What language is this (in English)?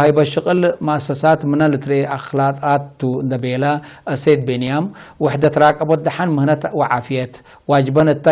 Tigre